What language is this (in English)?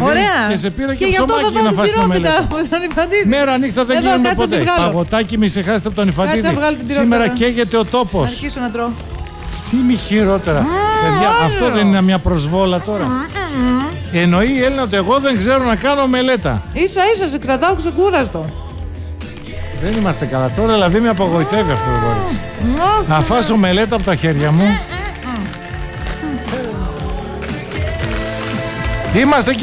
Greek